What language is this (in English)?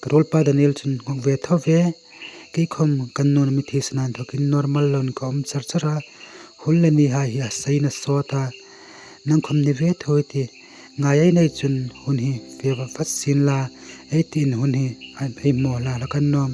Hmar